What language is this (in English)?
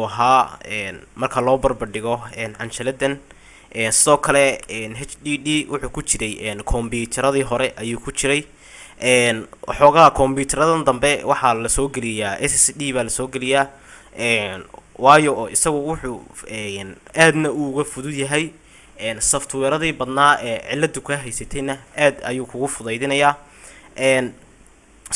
Somali